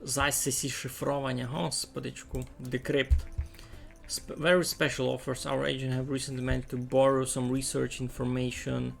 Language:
Rusyn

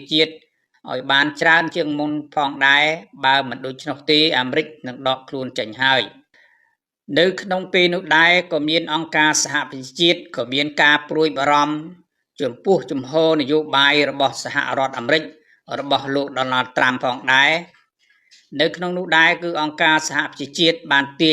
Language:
Khmer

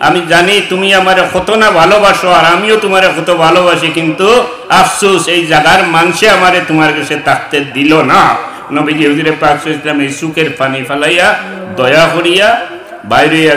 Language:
Sylheti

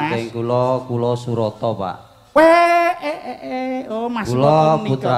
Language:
Javanese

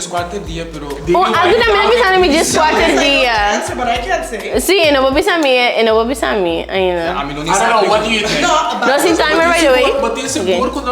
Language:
Papiamento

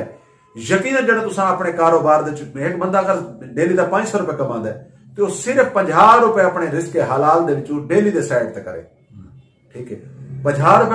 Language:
Saraiki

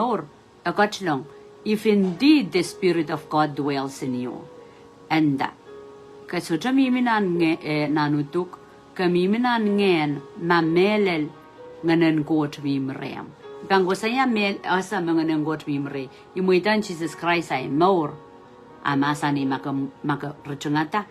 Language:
Pohnpeian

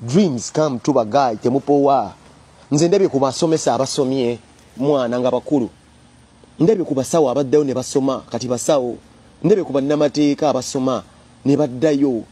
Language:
Ganda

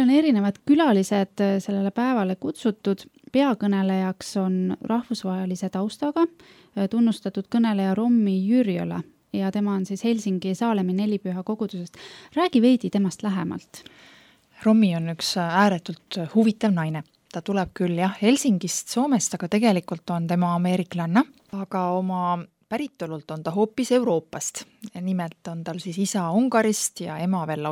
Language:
Estonian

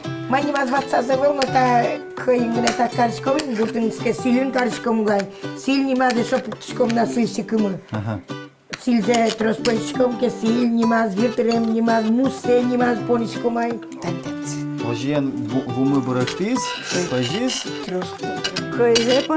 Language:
Udmurt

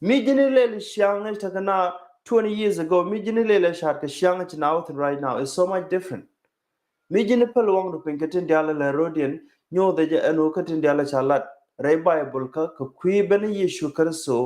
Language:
Nuer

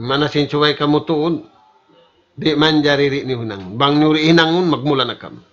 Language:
Tausug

